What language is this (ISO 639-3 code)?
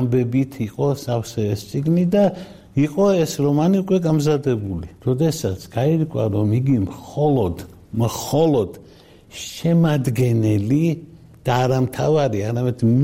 kat